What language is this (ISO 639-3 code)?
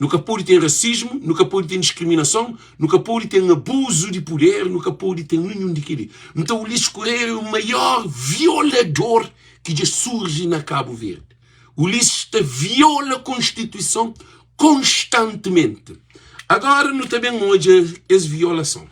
kea